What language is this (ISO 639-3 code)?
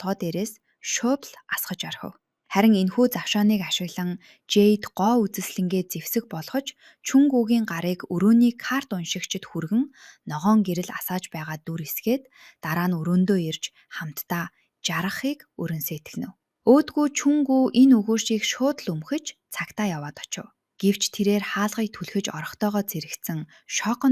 mon